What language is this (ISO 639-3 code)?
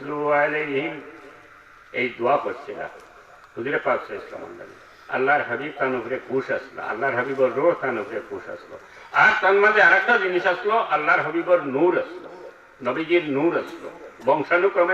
syl